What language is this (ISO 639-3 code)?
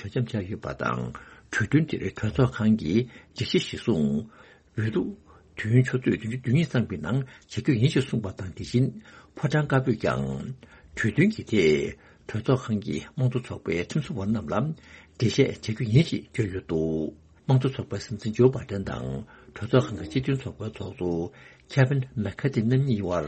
bod